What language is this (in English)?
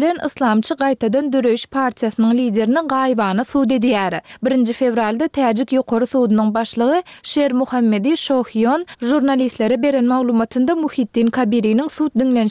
Turkmen